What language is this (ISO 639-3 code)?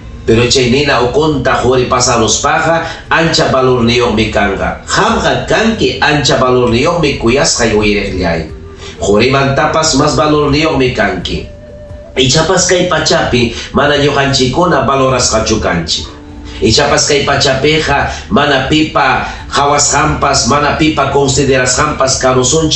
quy